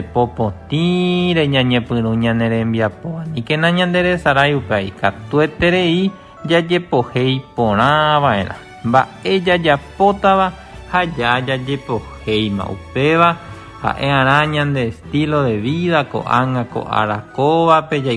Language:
Guarani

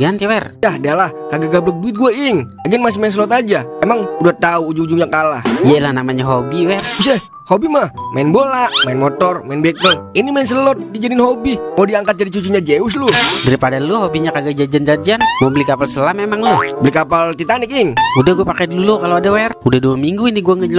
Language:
Betawi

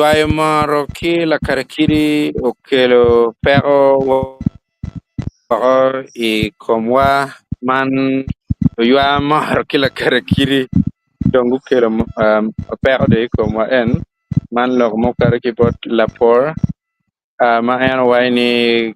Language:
Acoli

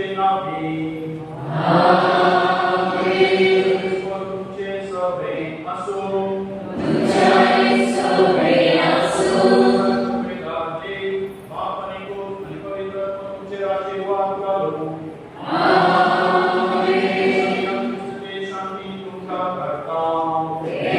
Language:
Konkani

